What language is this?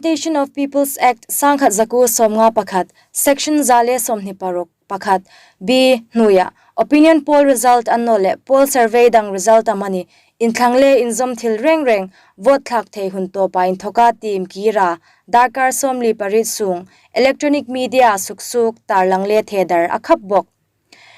Hmar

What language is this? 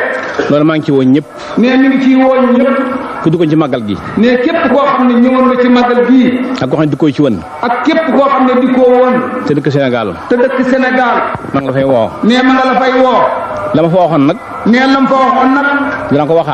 Wolof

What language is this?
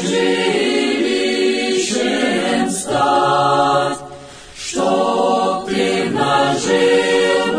Russian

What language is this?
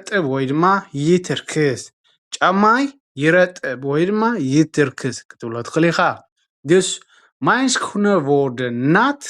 Tigrinya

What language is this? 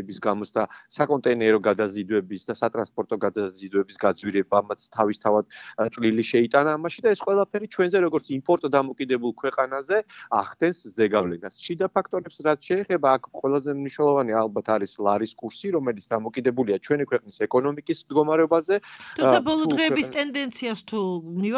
Georgian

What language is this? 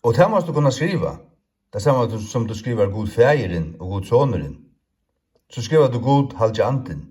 Faroese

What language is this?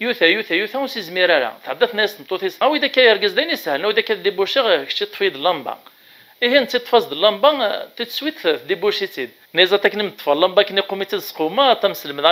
Kabyle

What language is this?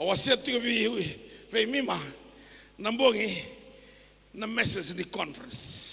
Fijian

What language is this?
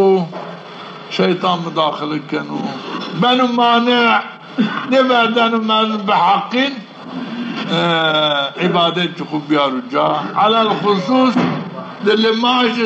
Zaza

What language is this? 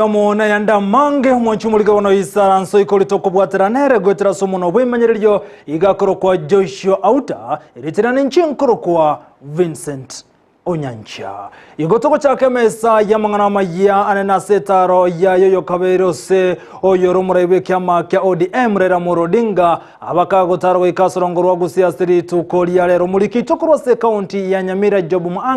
Gusii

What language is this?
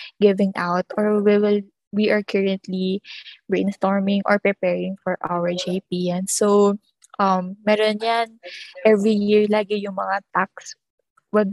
Filipino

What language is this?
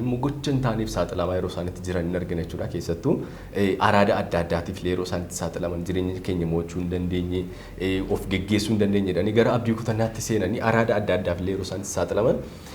Oromo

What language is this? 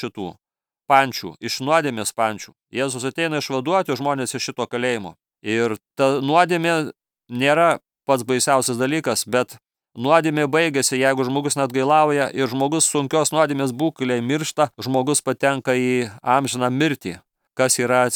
Lithuanian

